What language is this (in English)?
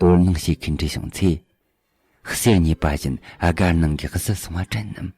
Tibetan